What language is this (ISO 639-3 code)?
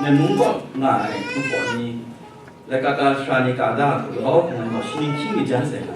kac